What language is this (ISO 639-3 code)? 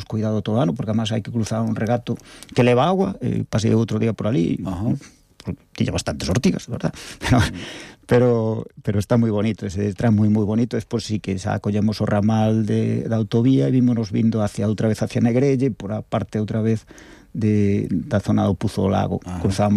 glg